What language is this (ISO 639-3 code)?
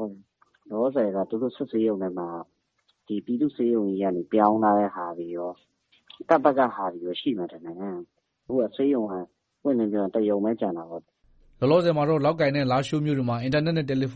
mya